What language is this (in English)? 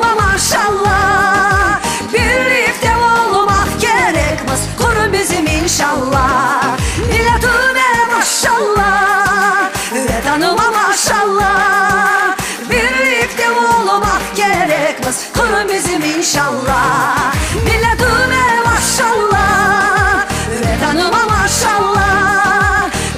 Crimean Tatar